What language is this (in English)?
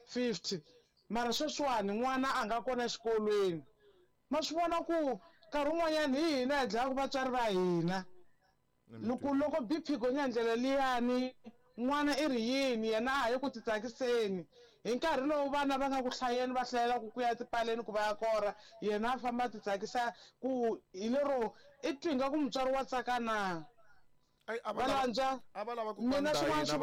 Tsonga